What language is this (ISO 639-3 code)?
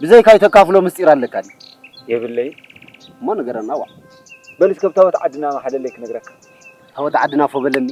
tir